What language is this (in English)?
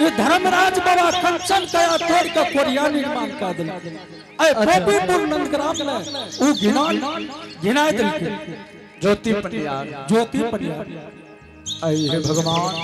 Angika